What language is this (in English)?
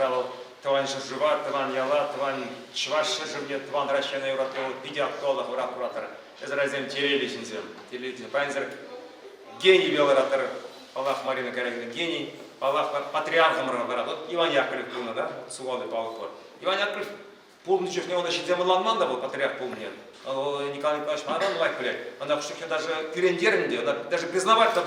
Chuvash